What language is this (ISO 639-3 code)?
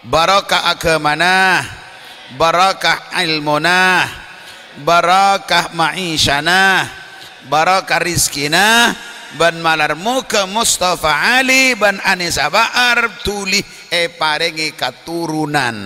mad